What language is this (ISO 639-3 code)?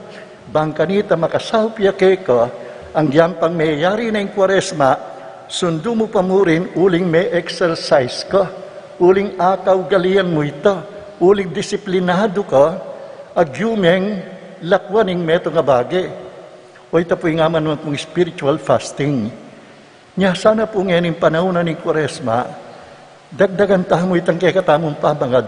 pam